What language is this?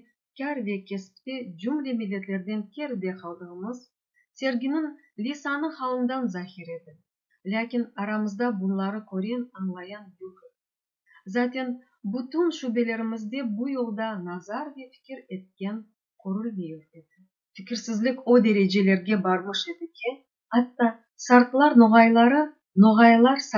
Crimean Tatar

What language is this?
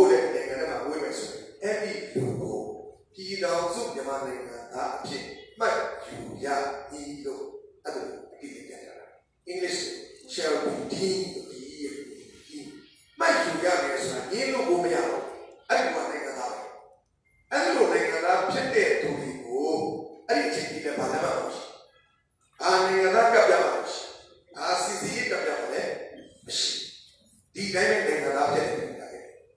Burmese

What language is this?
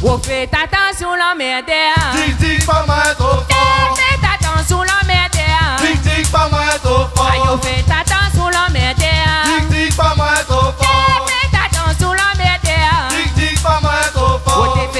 Réunion Creole French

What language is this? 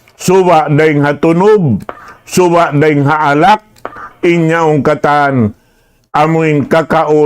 Tausug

